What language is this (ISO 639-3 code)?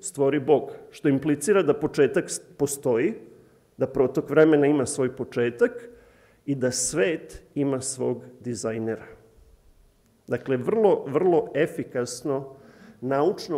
srp